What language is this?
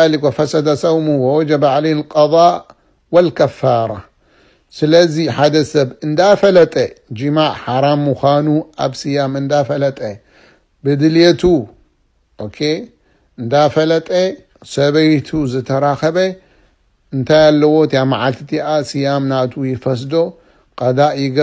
Tigrinya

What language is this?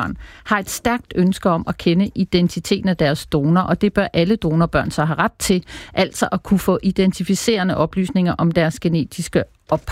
Danish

